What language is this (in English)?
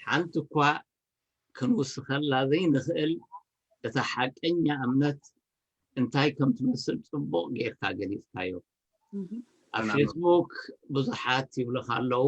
Tigrinya